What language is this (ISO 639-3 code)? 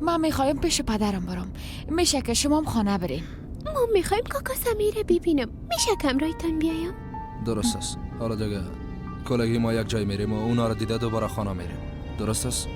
fas